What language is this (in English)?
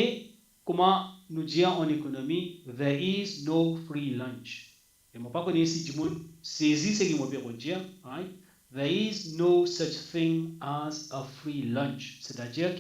Morisyen